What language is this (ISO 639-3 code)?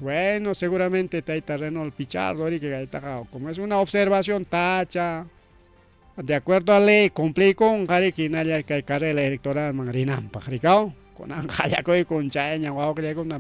quy